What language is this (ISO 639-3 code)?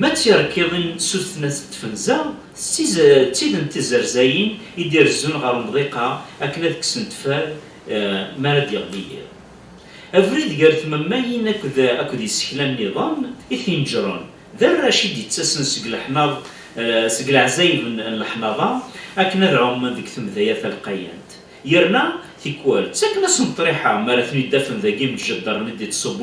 kab